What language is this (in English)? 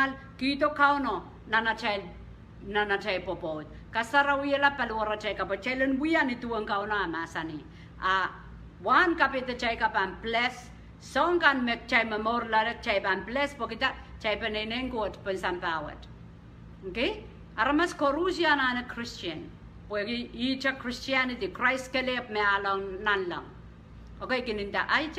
Pohnpeian